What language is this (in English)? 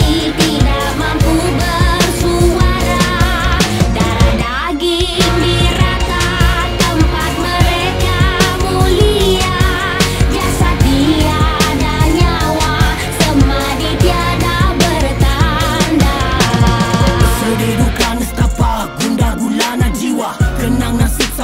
Malay